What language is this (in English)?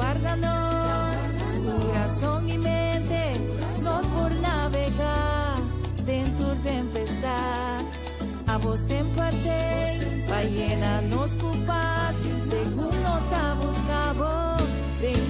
Papiamento